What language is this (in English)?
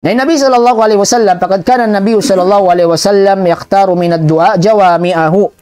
Tausug